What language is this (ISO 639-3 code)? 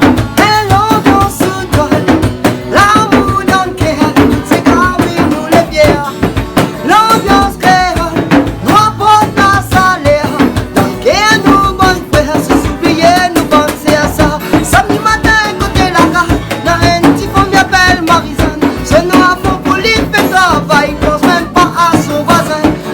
rcf